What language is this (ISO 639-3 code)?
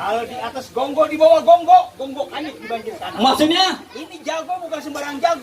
bew